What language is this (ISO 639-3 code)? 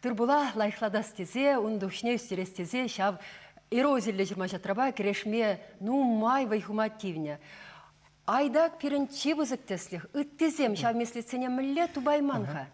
chv